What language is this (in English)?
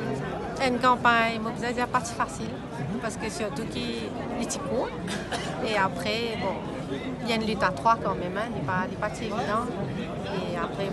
Morisyen